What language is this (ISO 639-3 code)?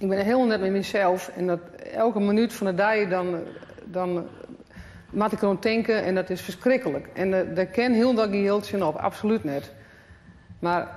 fry